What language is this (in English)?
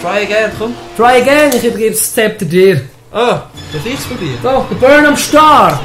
Swiss German